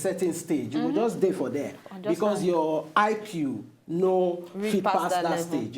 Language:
Nigerian Pidgin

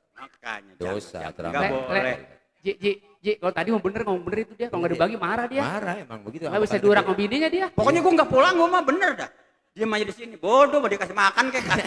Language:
Betawi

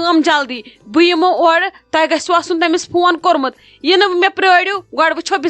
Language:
Kashmiri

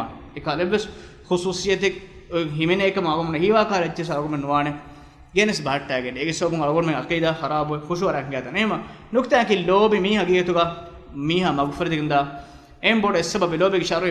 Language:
Divehi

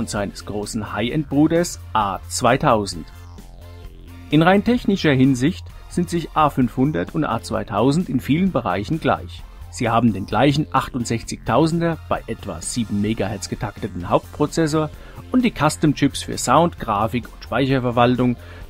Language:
German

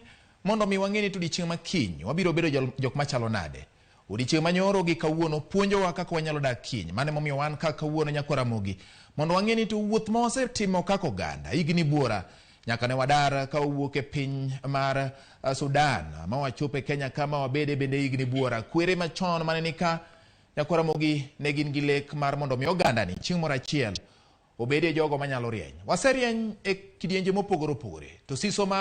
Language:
Luo (Kenya and Tanzania)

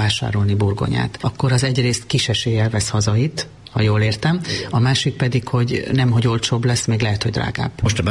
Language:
Hungarian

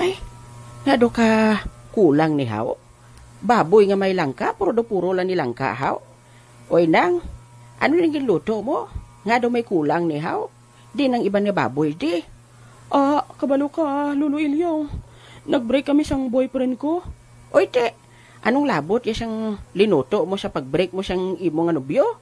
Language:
Hiligaynon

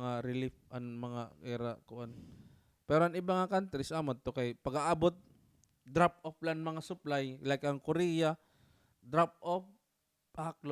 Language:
Waray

